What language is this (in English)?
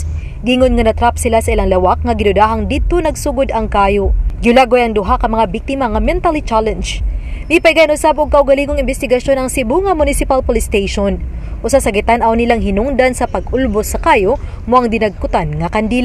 Cebuano